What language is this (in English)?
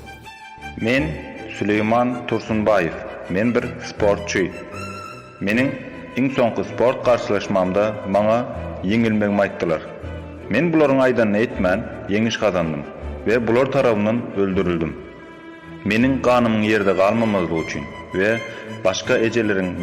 Turkmen